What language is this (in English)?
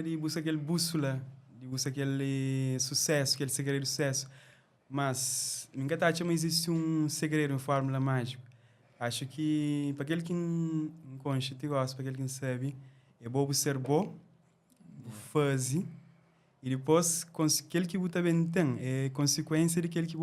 Kabuverdianu